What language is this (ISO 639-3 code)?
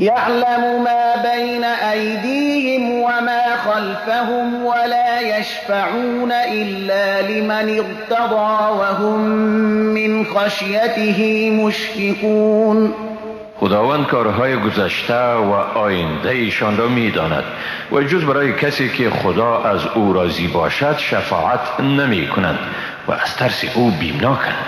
fas